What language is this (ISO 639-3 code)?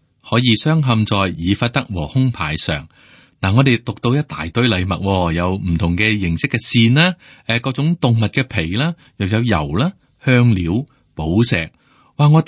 yue